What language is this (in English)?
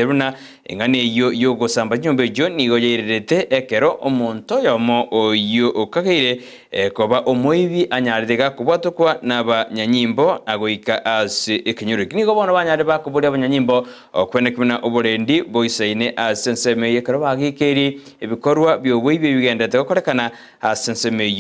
Gusii